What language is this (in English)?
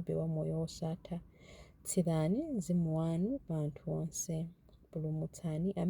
Nyanja